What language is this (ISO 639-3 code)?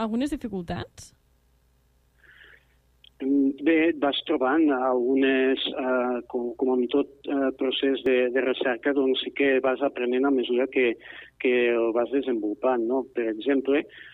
cat